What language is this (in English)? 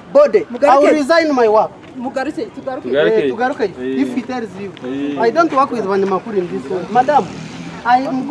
Nyankole